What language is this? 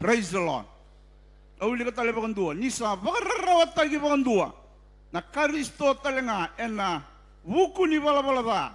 Fijian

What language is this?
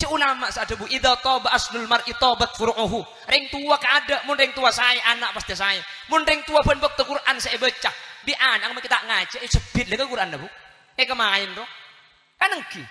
Madurese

